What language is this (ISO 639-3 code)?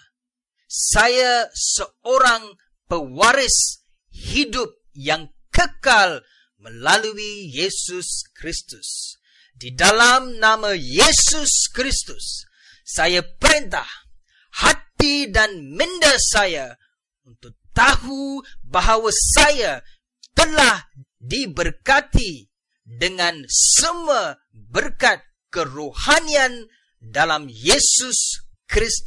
msa